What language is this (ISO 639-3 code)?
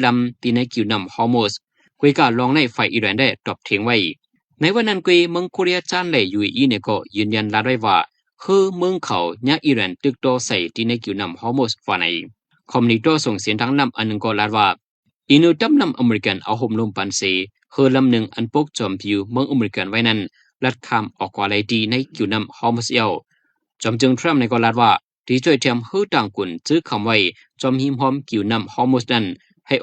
shn